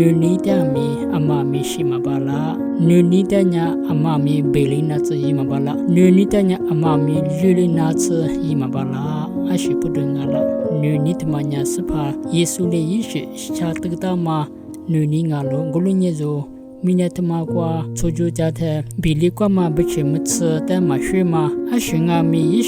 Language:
Lisu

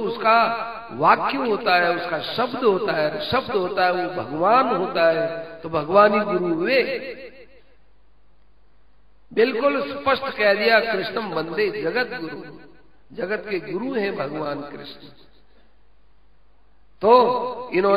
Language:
Hindi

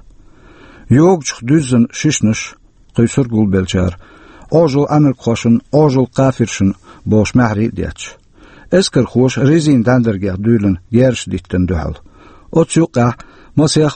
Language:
Chechen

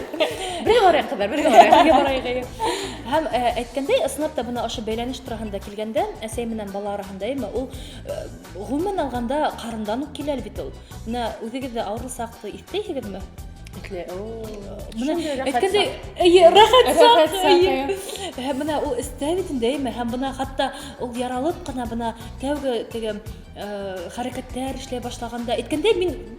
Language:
Bashkir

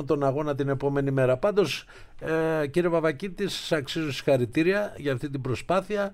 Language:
Greek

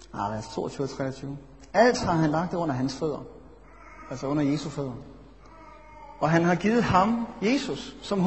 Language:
Danish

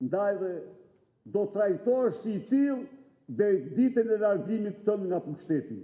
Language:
Albanian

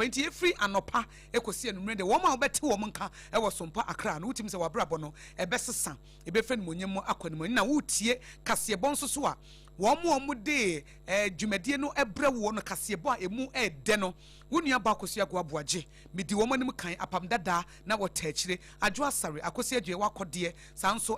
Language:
Akan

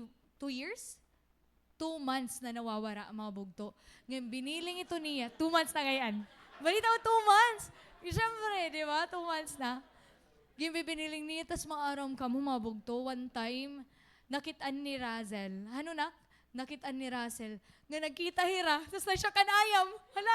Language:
Waray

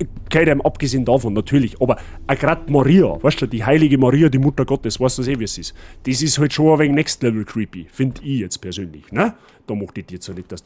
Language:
Bavarian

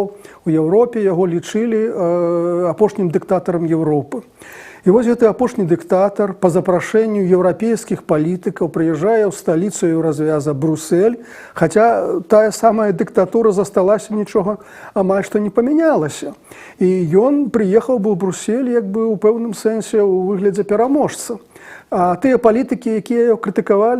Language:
Belarusian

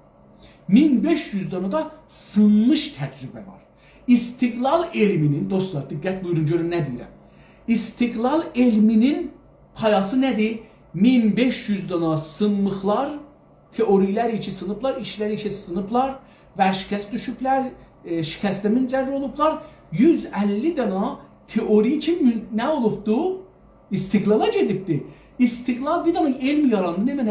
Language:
South Azerbaijani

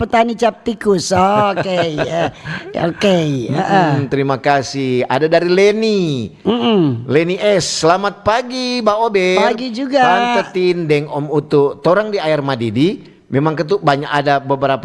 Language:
Manado Malay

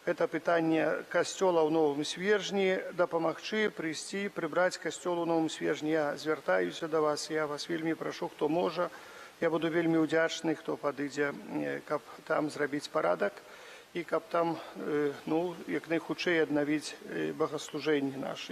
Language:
Belarusian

